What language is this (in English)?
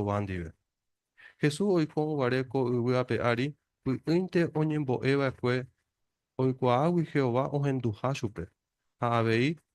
Guarani